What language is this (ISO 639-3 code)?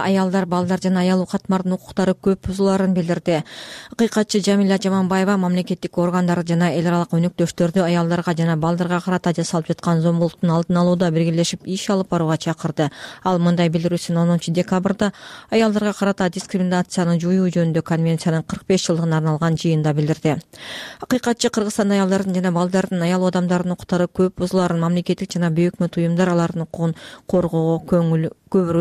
kir